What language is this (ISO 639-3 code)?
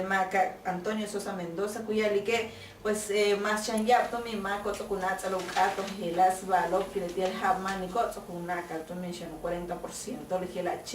yua